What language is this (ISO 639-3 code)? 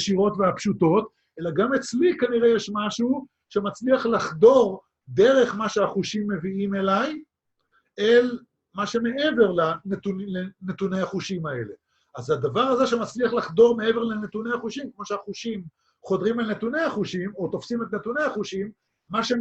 heb